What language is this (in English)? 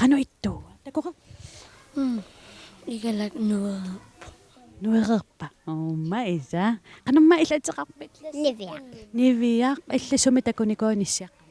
Kalaallisut